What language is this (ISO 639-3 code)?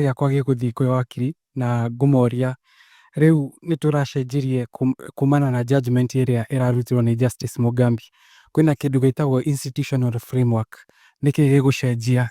kik